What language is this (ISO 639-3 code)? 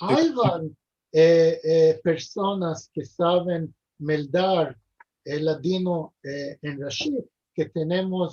lad